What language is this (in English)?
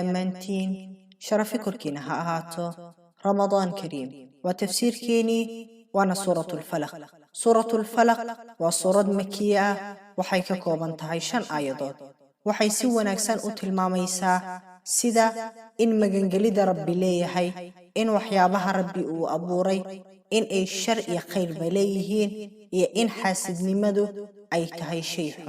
Somali